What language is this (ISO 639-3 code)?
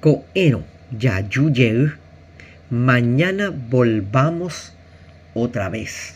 grn